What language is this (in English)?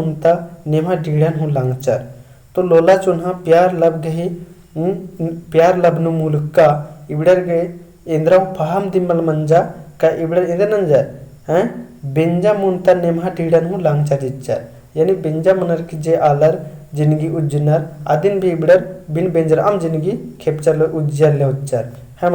Kurukh